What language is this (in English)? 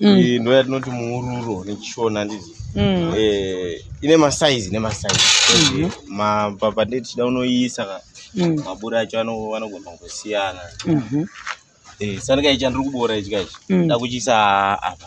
Shona